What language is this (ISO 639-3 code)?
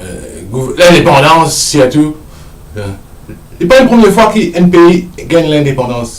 mfe